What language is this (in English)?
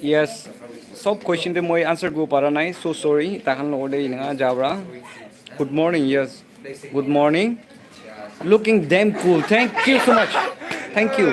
Naga Pidgin